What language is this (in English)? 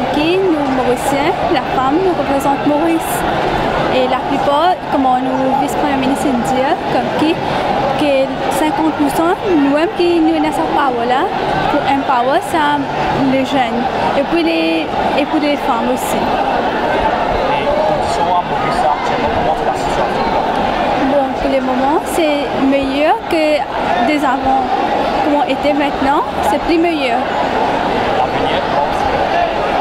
Morisyen